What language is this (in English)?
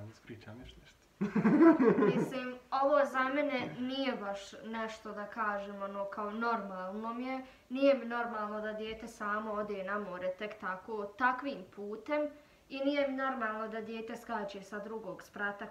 Bosnian